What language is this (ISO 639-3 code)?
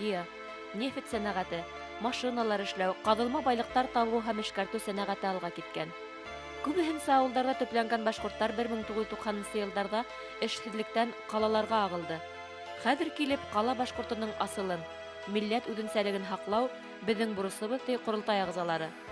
bak